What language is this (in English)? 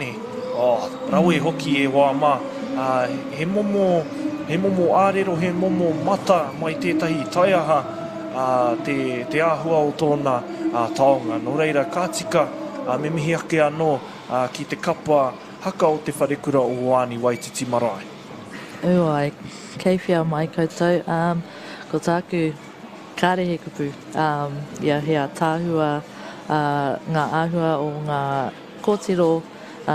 Māori